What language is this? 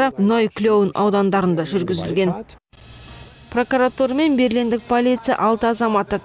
Kazakh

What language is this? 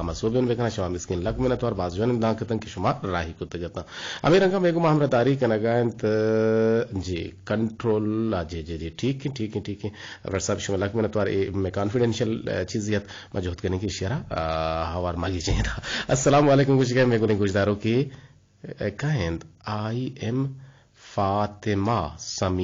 Eastern Balochi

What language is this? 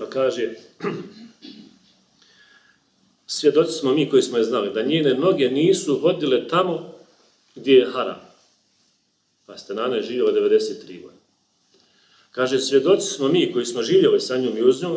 Bosnian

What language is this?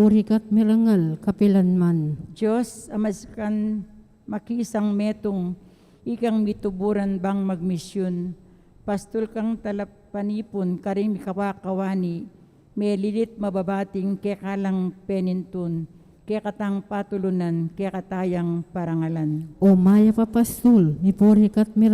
Pampanga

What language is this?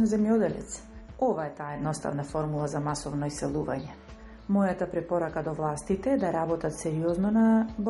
Macedonian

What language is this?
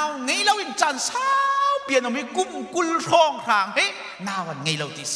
Hakha Chin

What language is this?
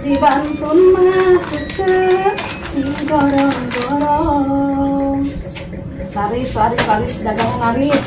Sundanese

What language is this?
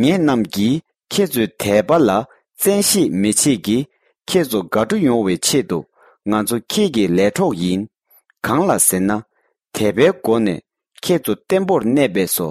Tibetan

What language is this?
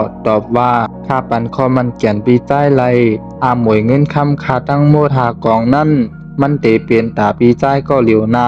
Shan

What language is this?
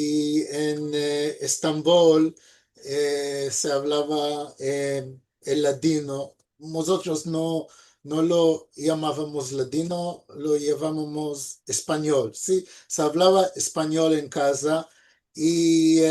Ladino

